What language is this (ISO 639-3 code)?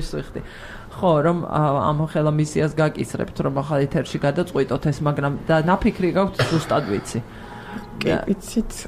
kat